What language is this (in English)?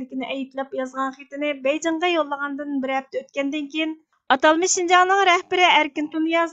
Uyghur